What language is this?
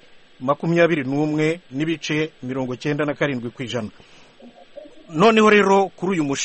Kinyarwanda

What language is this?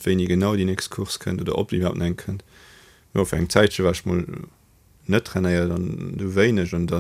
Luxembourgish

